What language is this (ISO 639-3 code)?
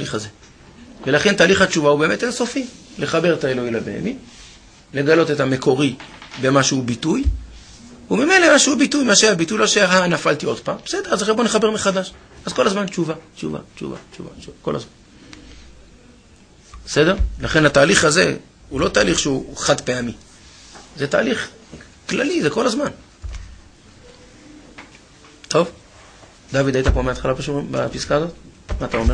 heb